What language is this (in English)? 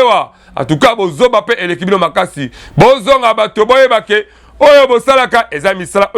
Lingala